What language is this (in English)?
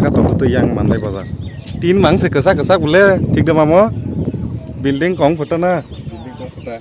Kok Borok